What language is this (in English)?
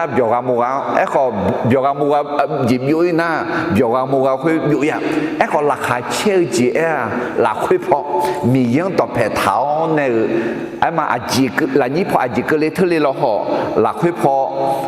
Akha